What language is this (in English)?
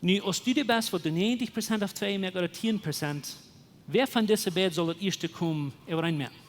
Plautdietsch